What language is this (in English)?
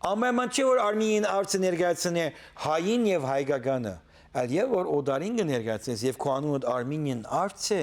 Western Armenian